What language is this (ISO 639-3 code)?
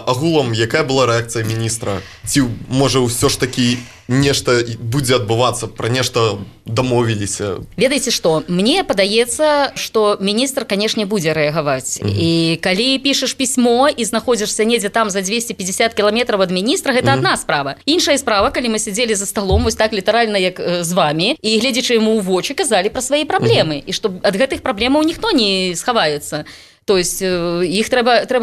bel